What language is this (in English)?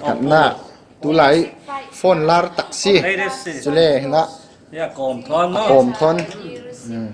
Falam Chin